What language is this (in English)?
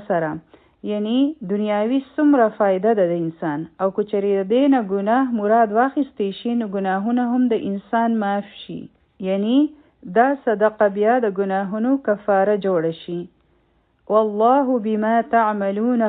Pashto